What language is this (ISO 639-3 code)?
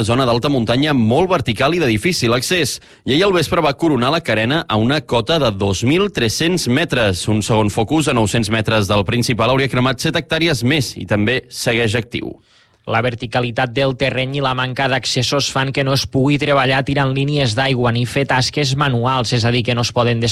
cat